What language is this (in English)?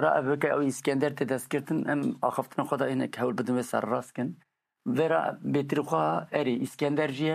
Kurdish